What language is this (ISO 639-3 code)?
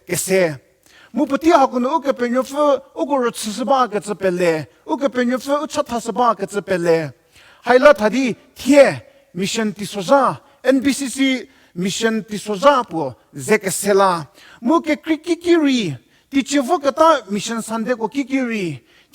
njm